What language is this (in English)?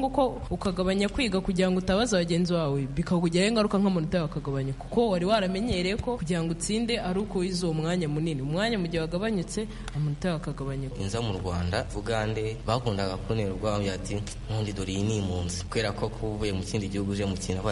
Kinyarwanda